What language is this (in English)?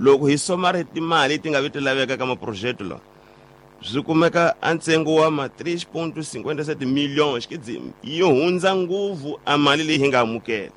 Tsonga